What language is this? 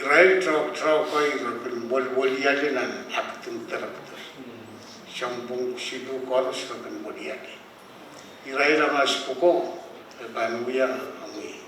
Pohnpeian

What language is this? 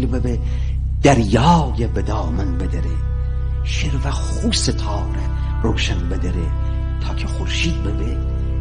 Gilaki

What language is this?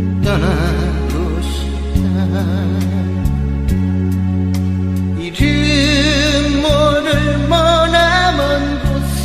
Korean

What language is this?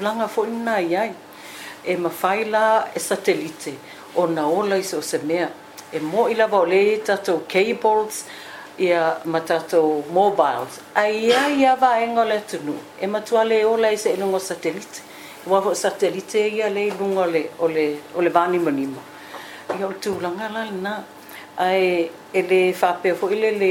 Samoan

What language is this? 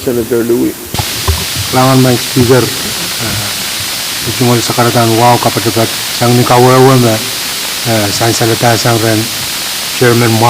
Pohnpeian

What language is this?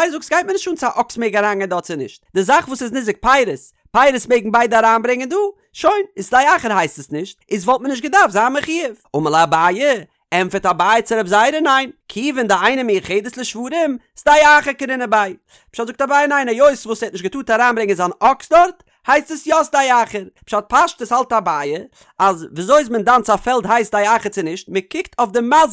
Yiddish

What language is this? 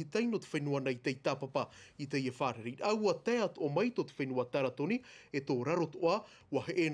Tahitian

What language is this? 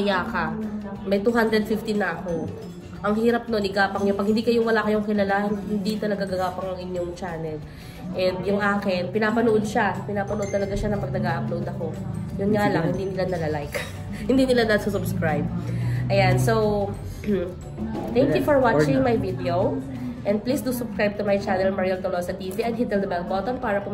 Filipino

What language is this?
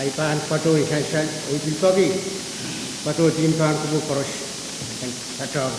Pohnpeian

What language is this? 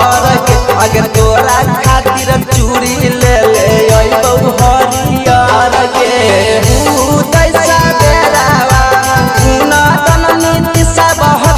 Bhojpuri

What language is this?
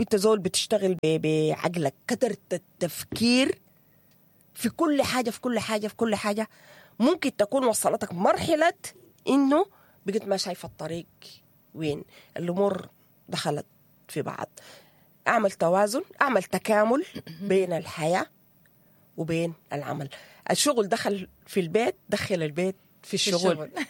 Sudanese Arabic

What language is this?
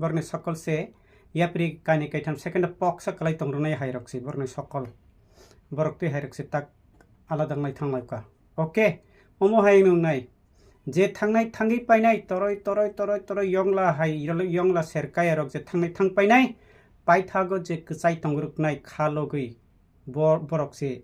Kok Borok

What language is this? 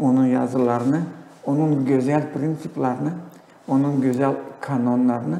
Gagauz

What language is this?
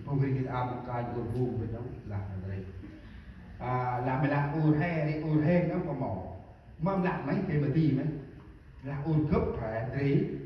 Central Mnong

